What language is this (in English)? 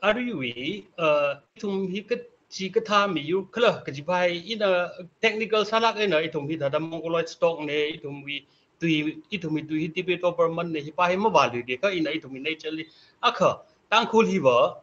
Tangkhul Naga (India)